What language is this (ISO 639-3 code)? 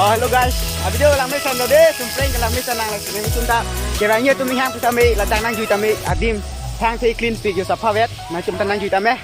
mjw